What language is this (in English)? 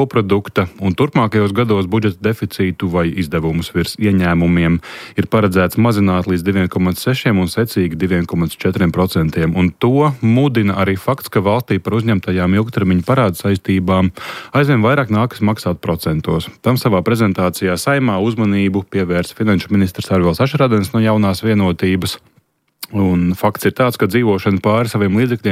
Latvian